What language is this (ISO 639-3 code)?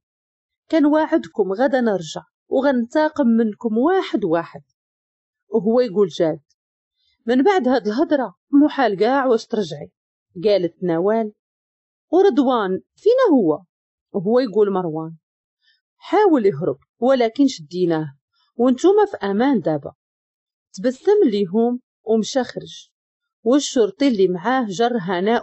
ary